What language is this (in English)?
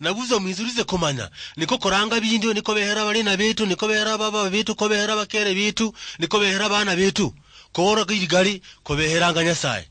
Luyia